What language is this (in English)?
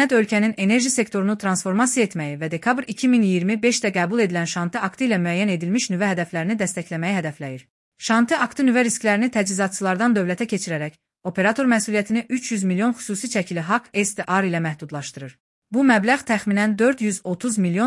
Azerbaijani